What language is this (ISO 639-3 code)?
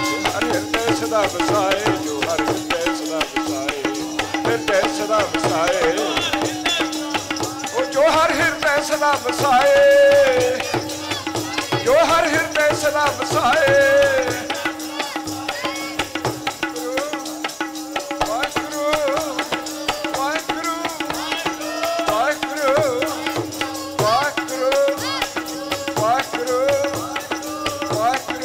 pan